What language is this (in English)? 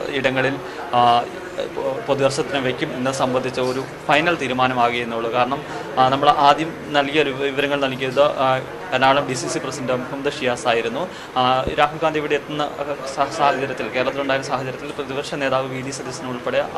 Malayalam